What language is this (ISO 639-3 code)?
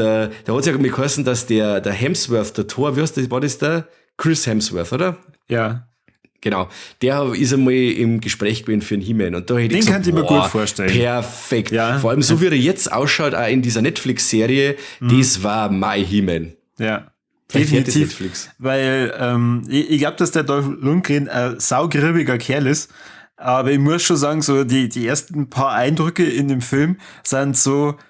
bar